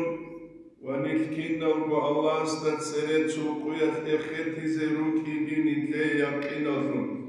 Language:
Avaric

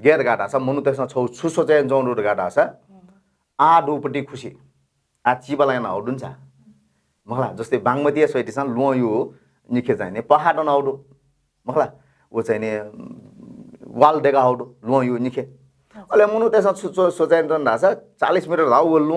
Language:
Newari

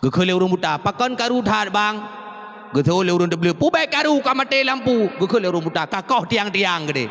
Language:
Achinese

